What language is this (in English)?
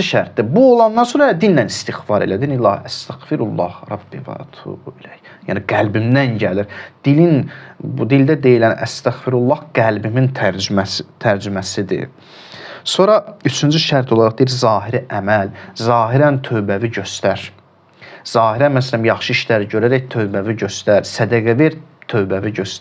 Azerbaijani